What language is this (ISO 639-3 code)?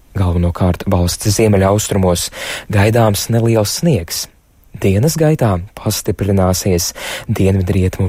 lav